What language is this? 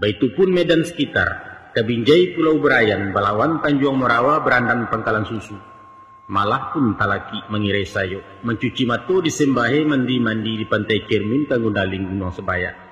Minangkabau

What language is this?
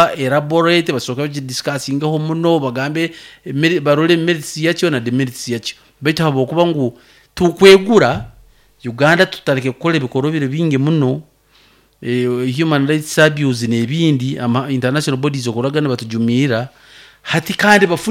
Nyoro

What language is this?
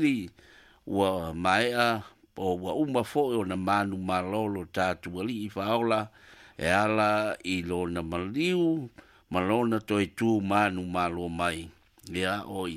Samoan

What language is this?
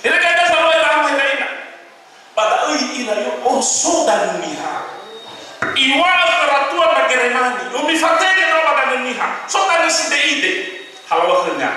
Nias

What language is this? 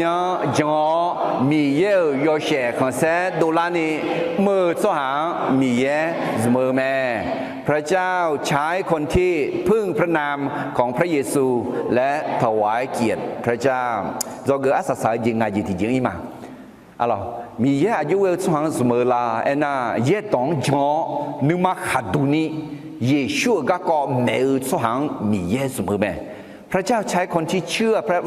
Akha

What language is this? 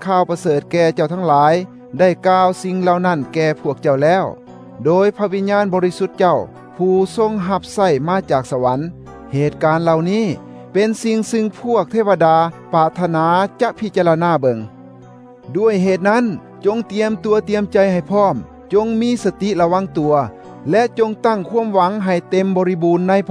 Thai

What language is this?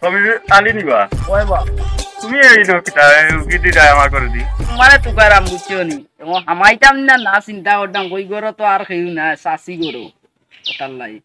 Sylheti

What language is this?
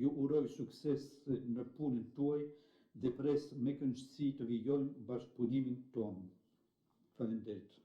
Albanian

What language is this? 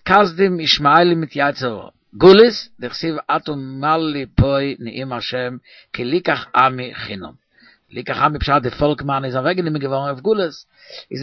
Yiddish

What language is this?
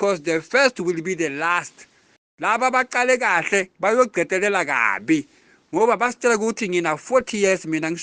Zulu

